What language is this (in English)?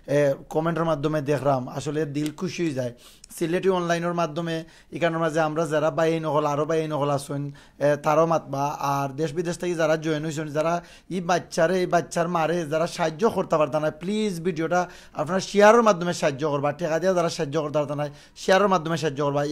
Sylheti